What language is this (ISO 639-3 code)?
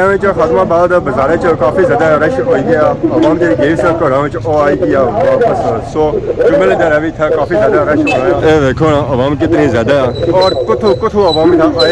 phr